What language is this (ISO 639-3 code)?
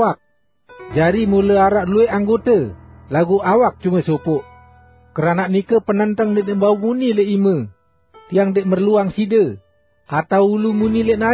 sas